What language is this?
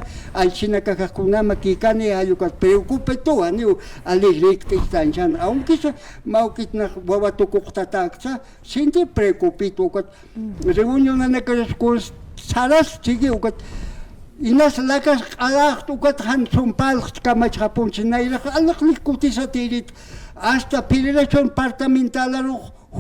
Aymara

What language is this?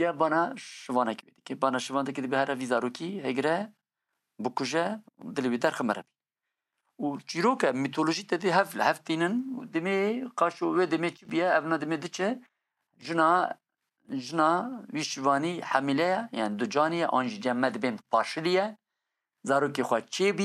Kurdish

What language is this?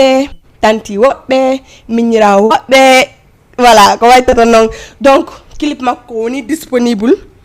Fula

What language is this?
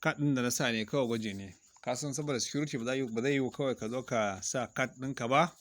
Hausa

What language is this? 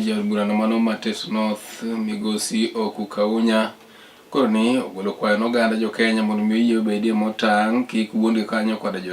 Luo (Kenya and Tanzania)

